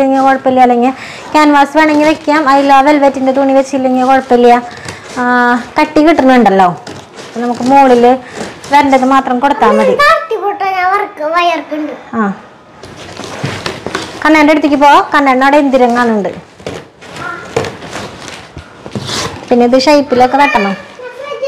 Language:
Malayalam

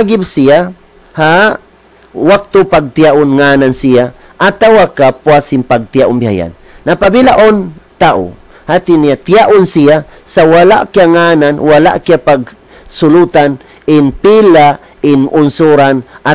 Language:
Tausug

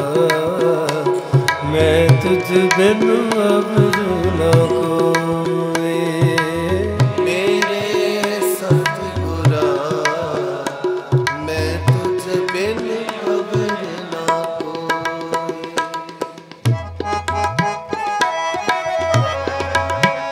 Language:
Punjabi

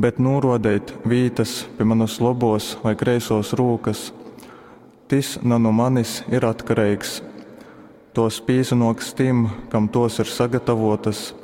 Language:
Latgalian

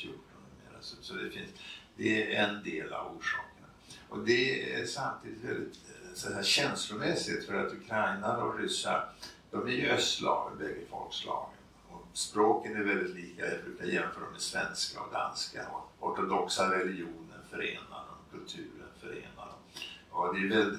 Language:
Swedish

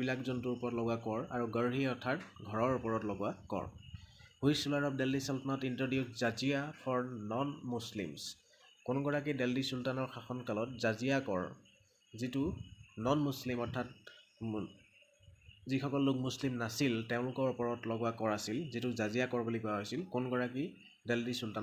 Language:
Assamese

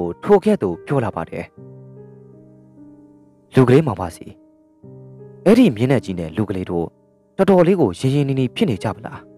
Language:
Burmese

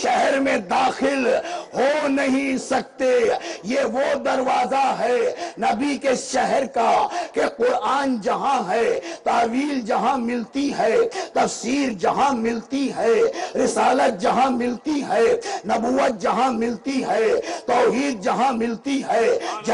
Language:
Urdu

